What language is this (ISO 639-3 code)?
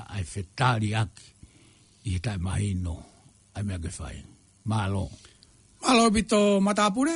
ton